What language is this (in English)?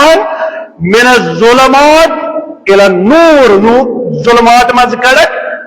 Kashmiri